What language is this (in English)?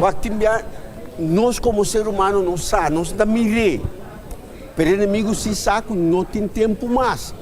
Papiamento